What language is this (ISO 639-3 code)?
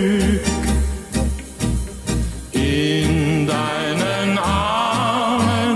deu